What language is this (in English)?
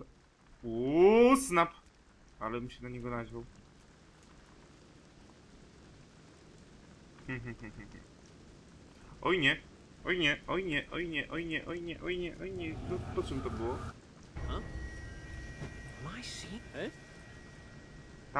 Polish